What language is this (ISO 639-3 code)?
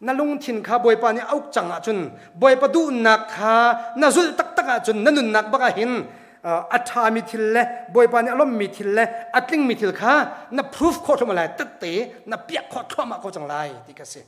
cnh